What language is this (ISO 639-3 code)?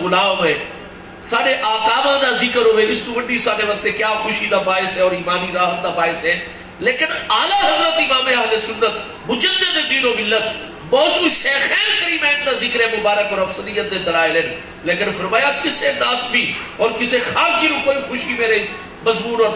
skr